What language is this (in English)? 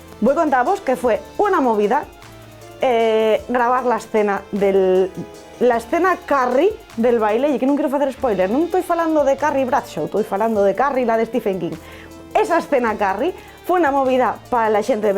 Asturian